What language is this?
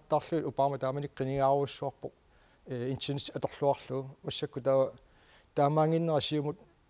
Kalaallisut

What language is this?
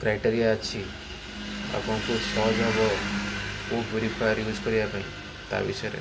Odia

